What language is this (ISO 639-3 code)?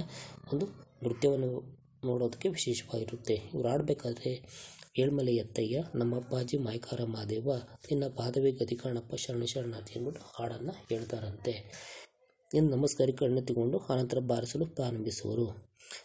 kan